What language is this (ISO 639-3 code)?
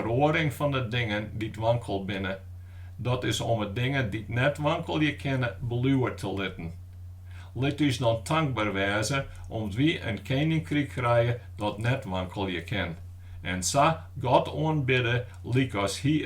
fry